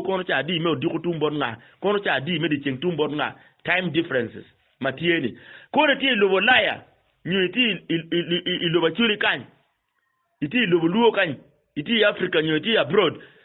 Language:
Acoli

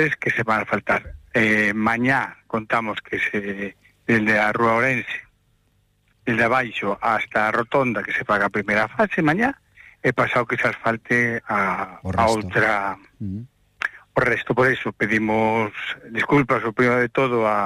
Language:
Galician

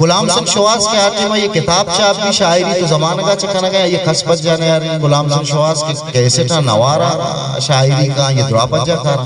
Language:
Eastern Balochi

